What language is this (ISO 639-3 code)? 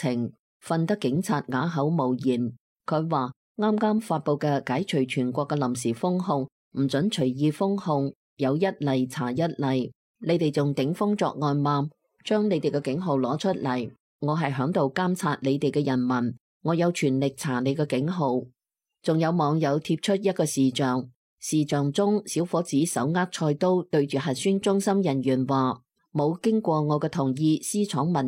yue